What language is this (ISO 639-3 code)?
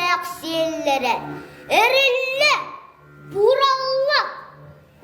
sah